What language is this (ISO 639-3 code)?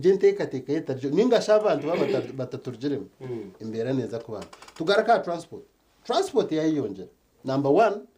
nyn